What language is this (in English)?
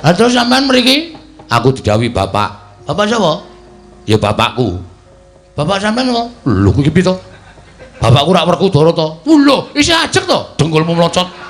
Javanese